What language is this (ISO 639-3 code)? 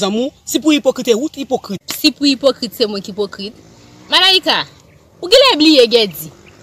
hat